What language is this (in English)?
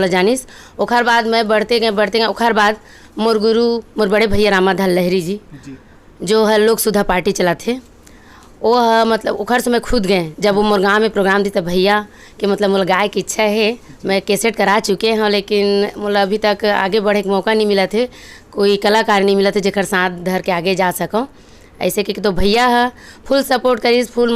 Chhattisgarhi